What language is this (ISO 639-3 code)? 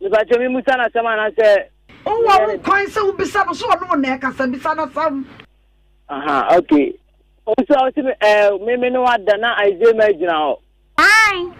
aka